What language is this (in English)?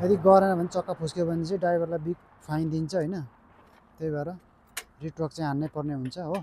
Nepali